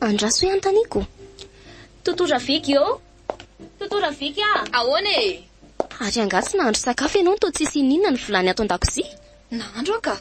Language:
Malagasy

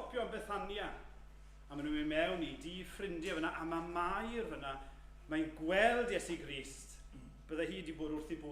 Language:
Welsh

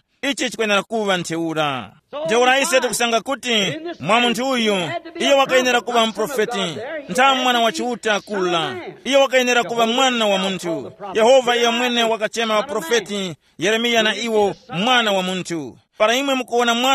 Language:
Tumbuka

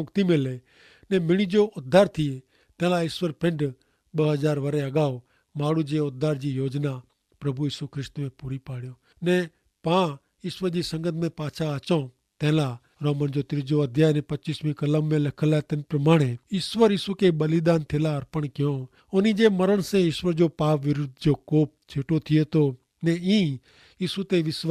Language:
Kachhi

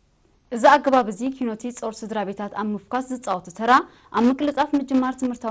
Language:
Tigrinya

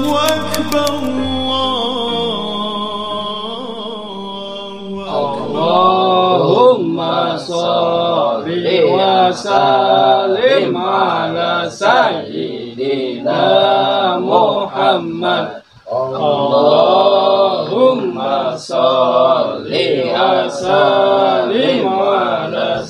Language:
Betawi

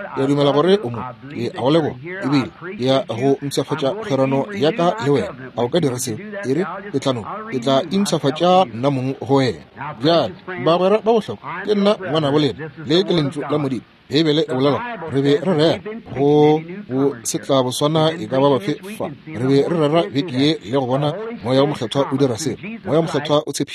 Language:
Northern Sotho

